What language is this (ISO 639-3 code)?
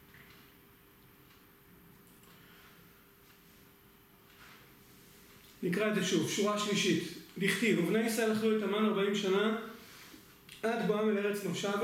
heb